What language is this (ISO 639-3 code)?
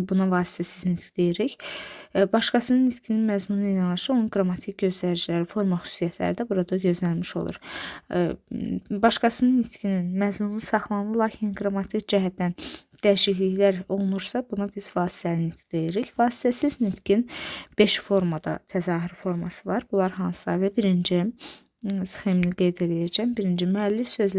aze